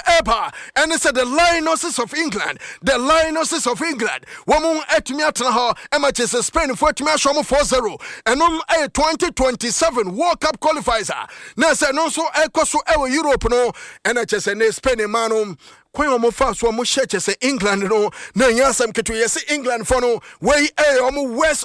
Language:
Akan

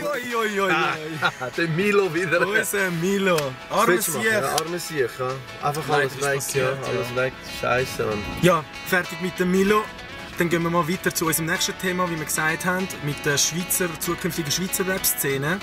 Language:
Swiss German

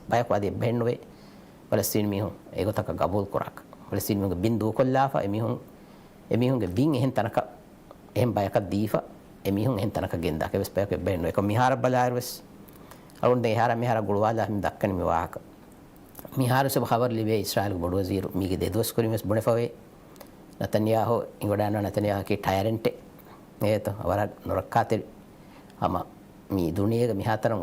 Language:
Divehi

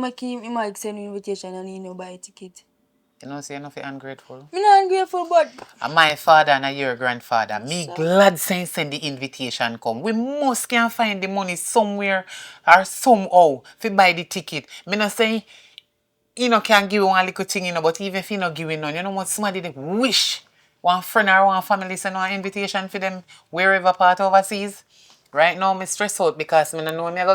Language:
Jamaican Creole English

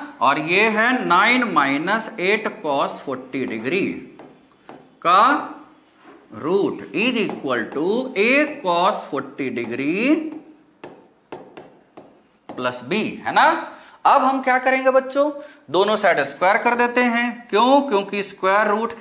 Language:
Hindi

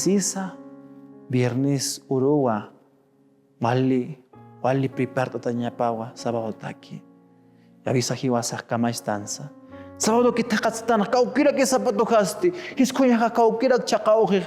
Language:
Aymara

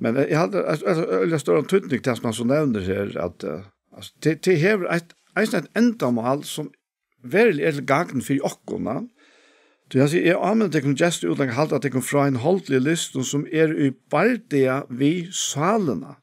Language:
Faroese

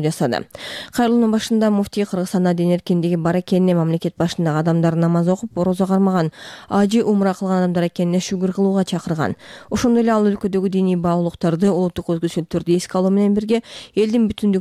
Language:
Kyrgyz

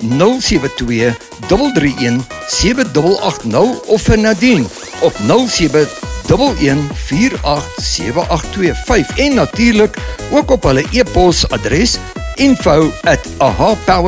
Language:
Afrikaans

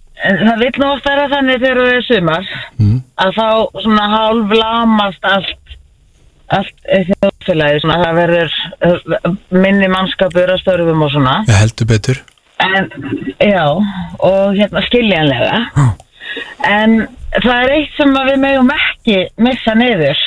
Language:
Icelandic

